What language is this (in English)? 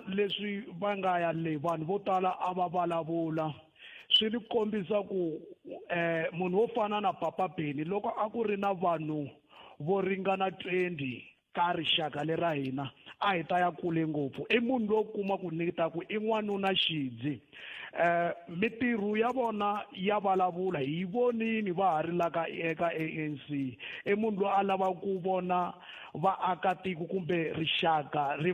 Tsonga